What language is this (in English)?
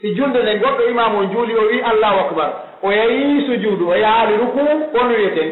Pular